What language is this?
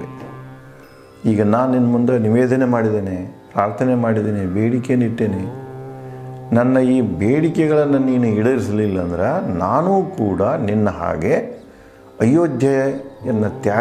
Kannada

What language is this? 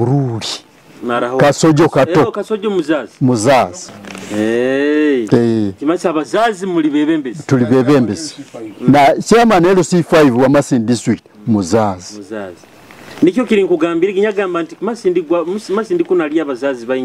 Nyoro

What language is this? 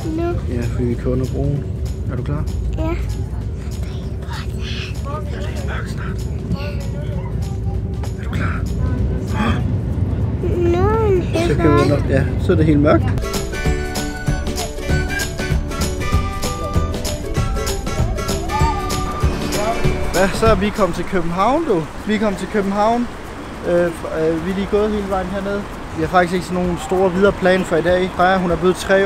Danish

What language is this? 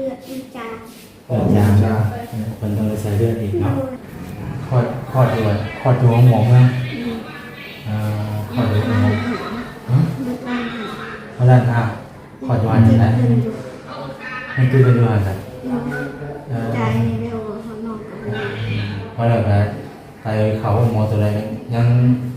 Northeastern Thai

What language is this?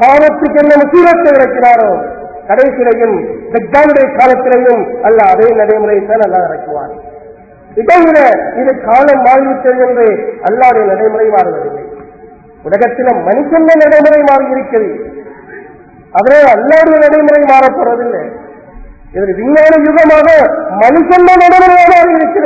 Tamil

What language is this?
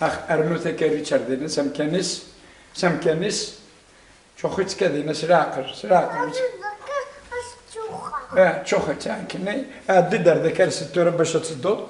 Kabyle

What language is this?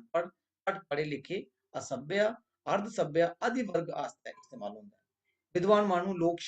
Dogri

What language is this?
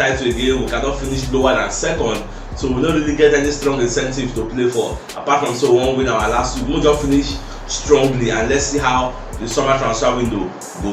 Nigerian Pidgin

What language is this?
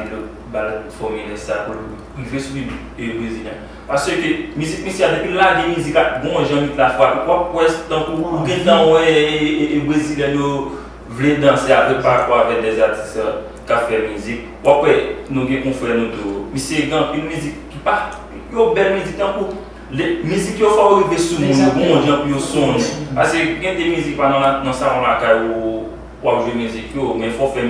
Haitian Creole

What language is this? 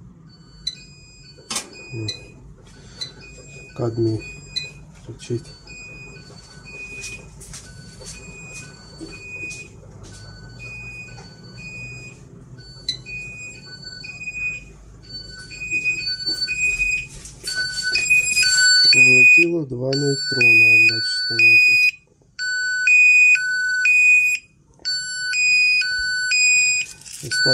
Ukrainian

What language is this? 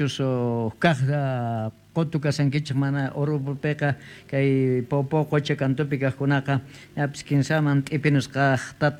South Bolivian Quechua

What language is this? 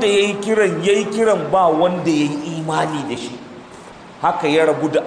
Hausa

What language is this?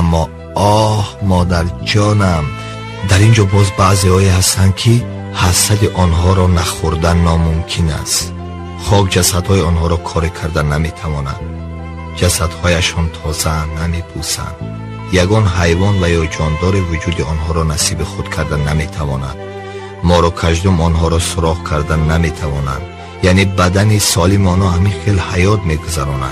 Tajik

